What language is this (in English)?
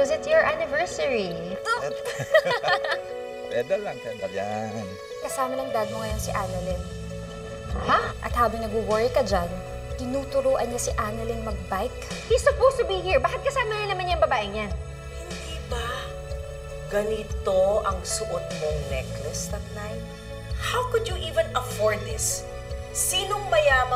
Filipino